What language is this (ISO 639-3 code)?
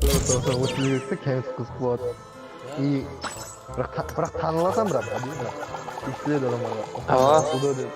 kaa